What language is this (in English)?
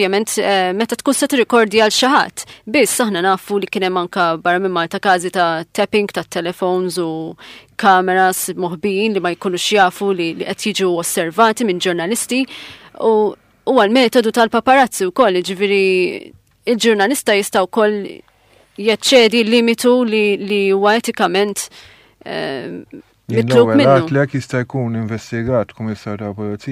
Maltese